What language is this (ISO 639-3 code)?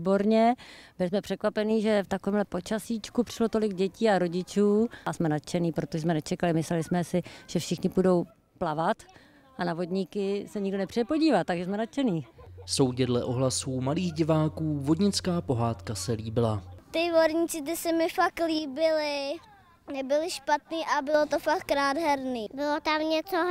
ces